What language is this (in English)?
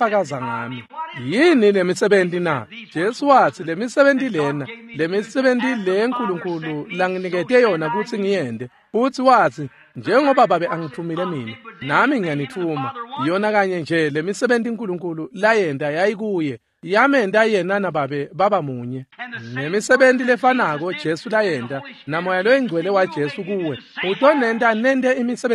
Swati